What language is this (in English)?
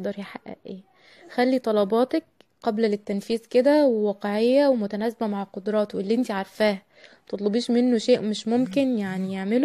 Egyptian Arabic